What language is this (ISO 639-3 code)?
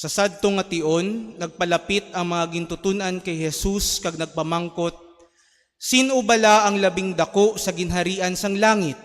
hil